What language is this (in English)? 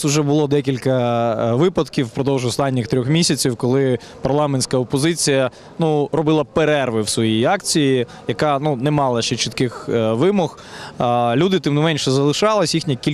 Ukrainian